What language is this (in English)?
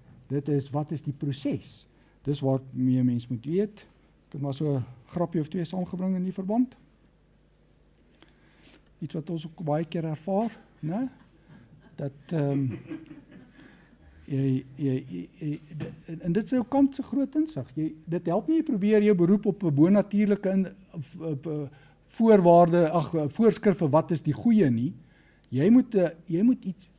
Afrikaans